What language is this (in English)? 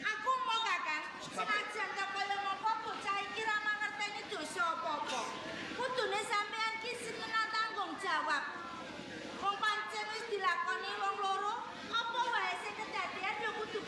Javanese